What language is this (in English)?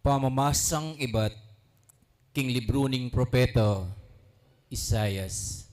Pampanga